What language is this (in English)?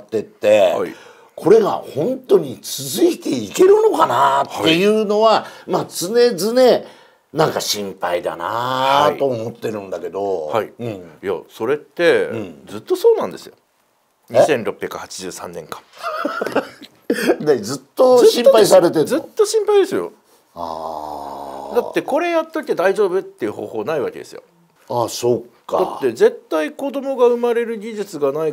Japanese